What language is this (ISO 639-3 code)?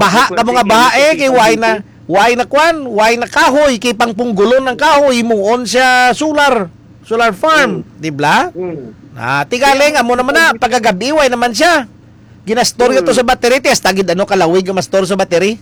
hil